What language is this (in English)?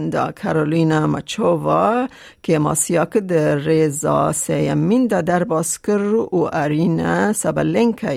Kurdish